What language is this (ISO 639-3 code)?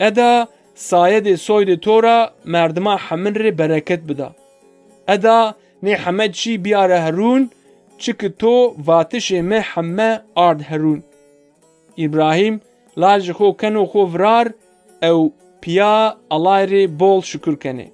zza